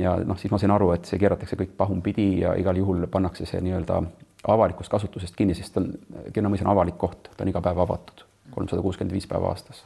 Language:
Estonian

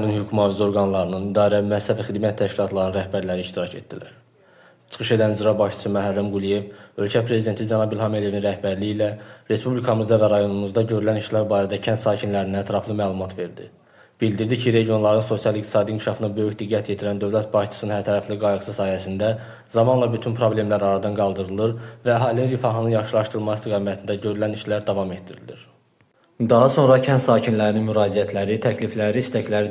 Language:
Azerbaijani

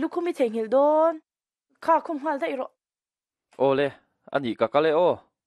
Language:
Mizo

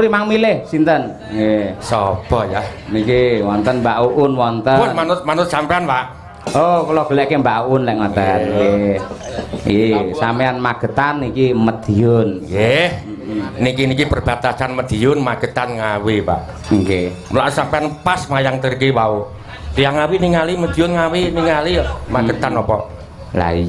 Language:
Javanese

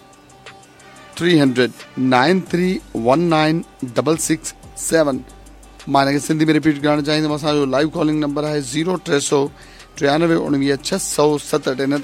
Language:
Sindhi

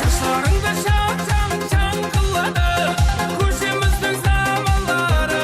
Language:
Kara-Kalpak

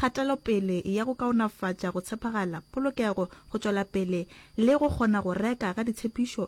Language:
Northern Sotho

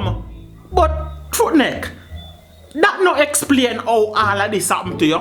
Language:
Jamaican Creole English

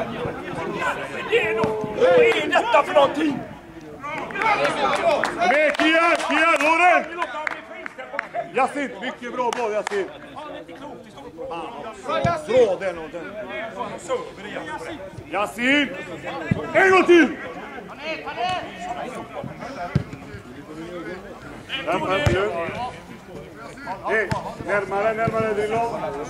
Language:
Swedish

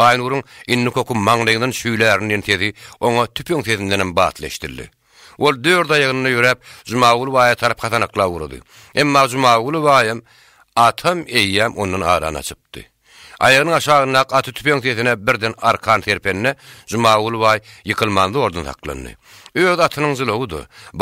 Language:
Turkmen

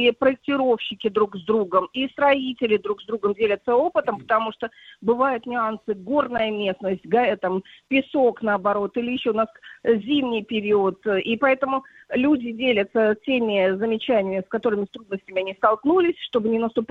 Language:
Russian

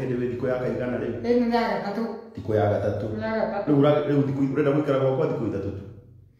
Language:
Kikuyu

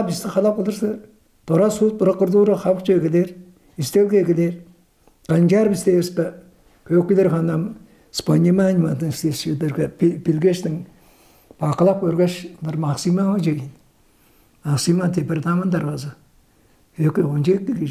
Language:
Tuvinian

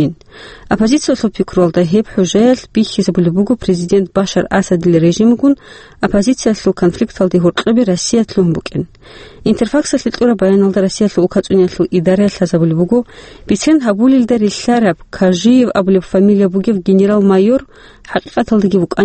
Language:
Avaric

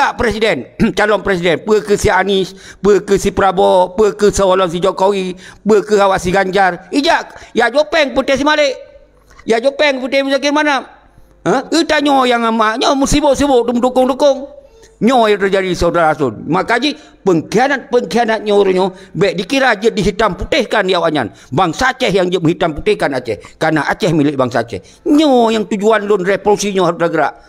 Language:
Achinese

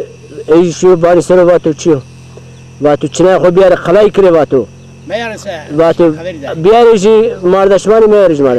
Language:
Zaza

